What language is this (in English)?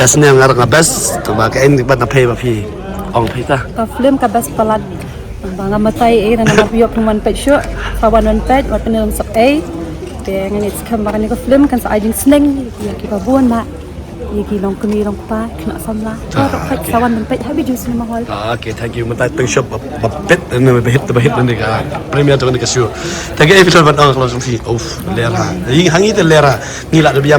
Khasi